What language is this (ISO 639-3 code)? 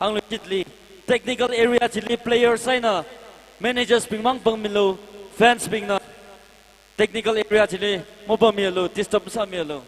nmf